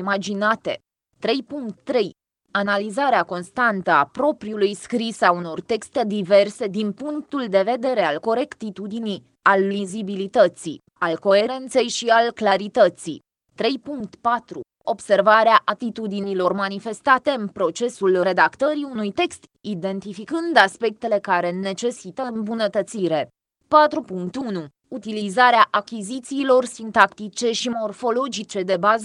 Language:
Romanian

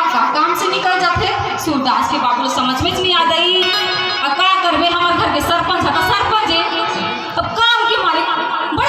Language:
Chhattisgarhi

